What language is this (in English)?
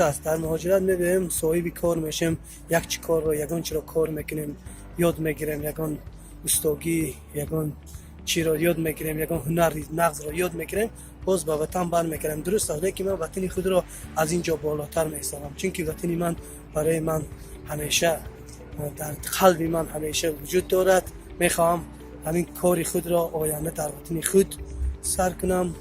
Tajik